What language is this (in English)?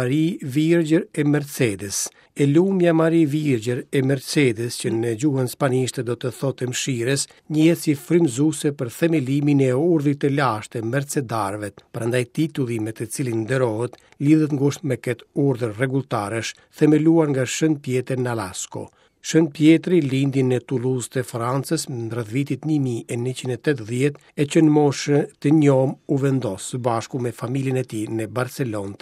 Albanian